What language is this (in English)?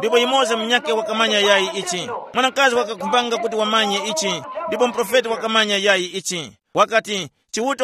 Tumbuka